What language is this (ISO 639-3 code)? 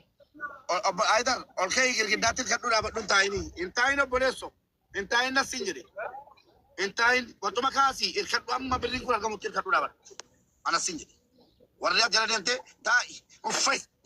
orm